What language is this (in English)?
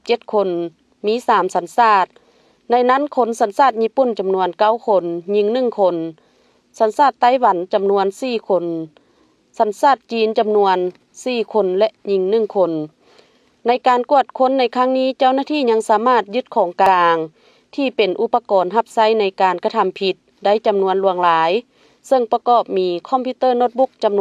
Lao